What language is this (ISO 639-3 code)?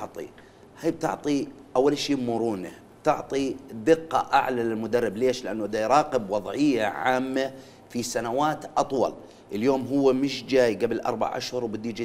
acm